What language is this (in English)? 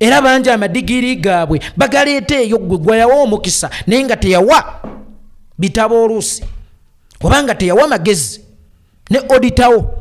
Ganda